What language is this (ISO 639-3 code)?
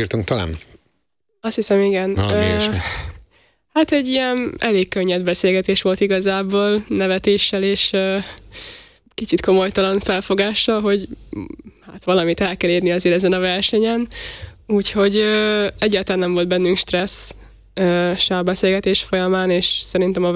hun